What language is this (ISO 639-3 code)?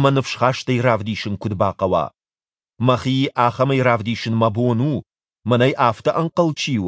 oss